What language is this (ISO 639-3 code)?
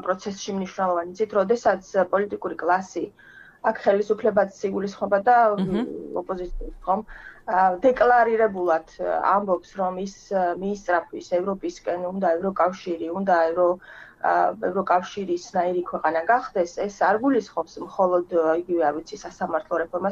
kat